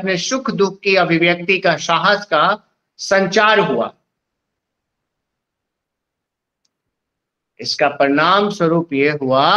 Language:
Hindi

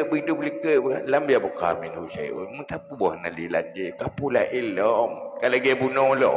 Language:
Achinese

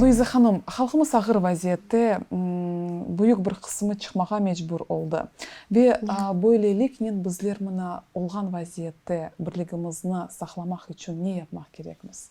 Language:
Crimean Tatar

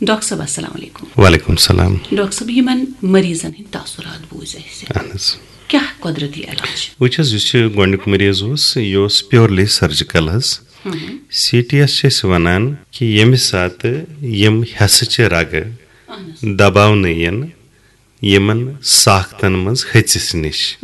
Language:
Kashmiri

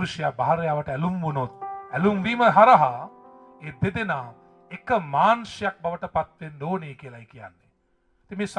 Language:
Sinhala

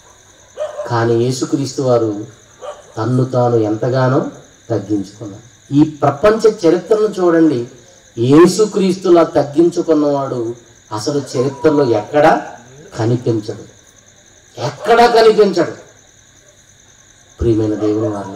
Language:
Telugu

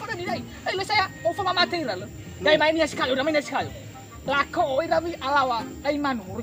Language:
Nias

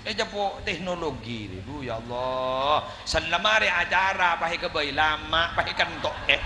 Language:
Madurese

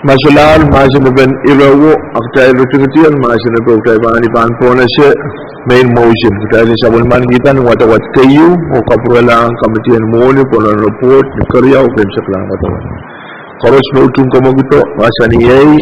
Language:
Pohnpeian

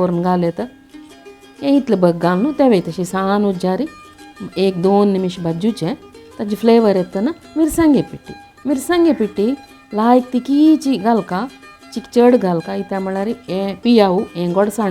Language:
Konkani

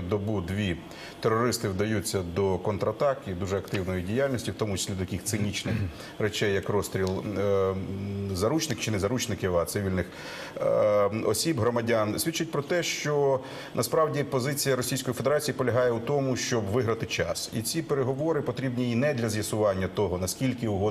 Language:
Ukrainian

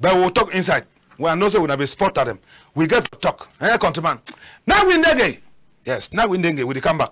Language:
Cameroon Pidgin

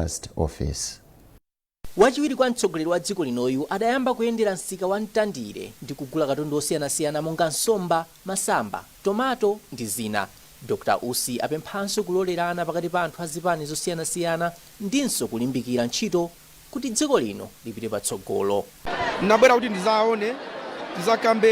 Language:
Nyanja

